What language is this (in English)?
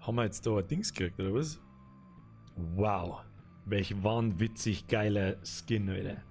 Bavarian